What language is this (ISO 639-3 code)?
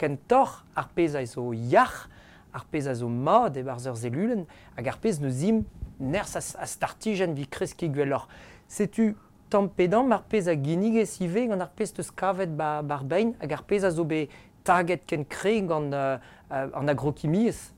bre